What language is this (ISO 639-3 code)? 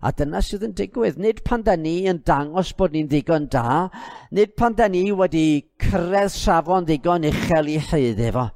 cym